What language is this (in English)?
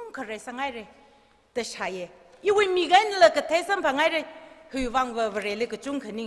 Tangkhul Naga (India)